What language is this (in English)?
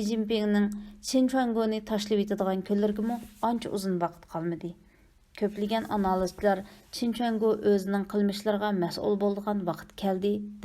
Uyghur